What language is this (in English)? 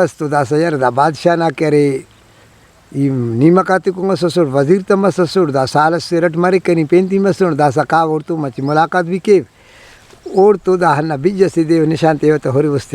Brahui